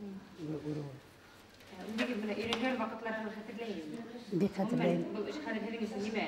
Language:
Bashkir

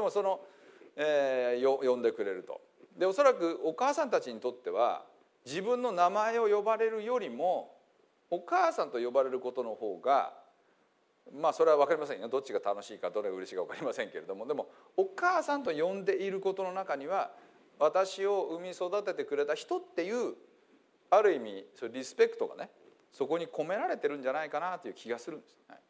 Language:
Japanese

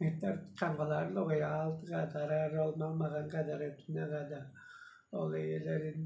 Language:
Tuvinian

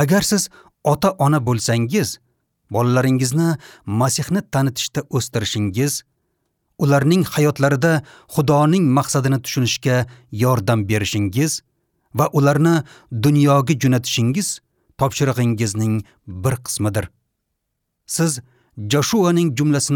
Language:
Uzbek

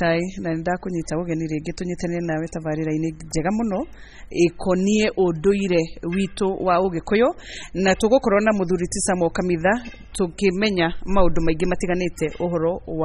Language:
Kikuyu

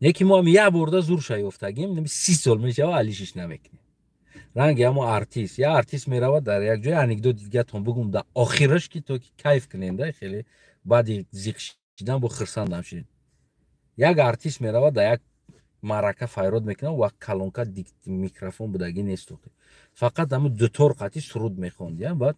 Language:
Tajik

